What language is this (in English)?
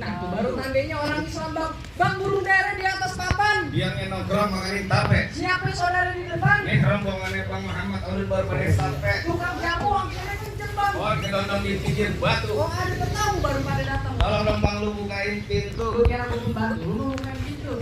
Betawi